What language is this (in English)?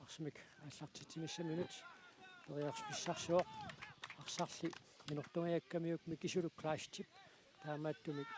Kalaallisut